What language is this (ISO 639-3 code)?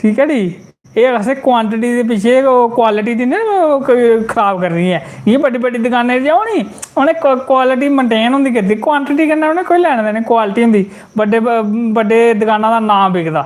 doi